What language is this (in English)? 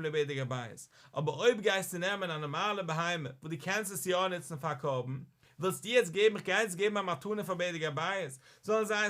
Yiddish